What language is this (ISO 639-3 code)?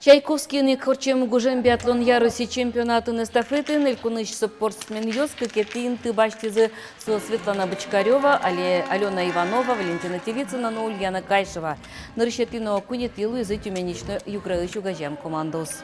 udm